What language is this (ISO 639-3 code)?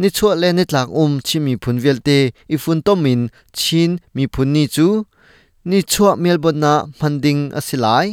cnh